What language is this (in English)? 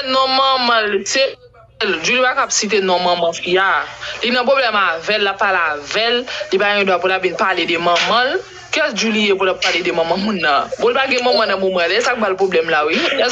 Haitian Creole